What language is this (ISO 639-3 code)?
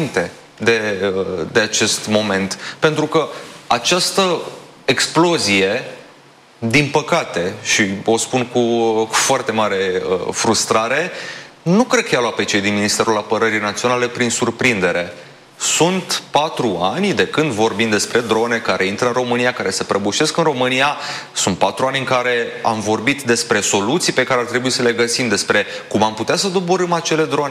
ron